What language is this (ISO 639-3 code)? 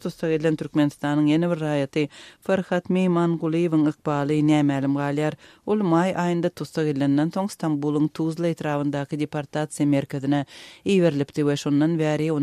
tuk